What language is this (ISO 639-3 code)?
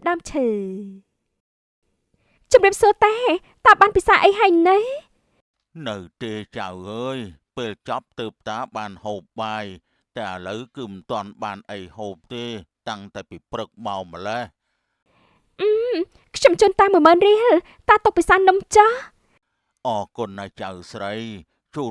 khm